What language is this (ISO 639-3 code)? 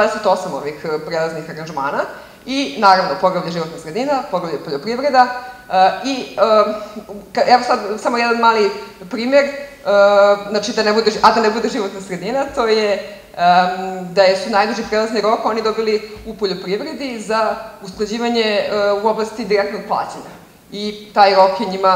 srp